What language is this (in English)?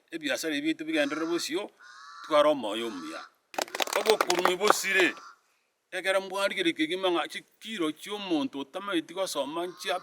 Gusii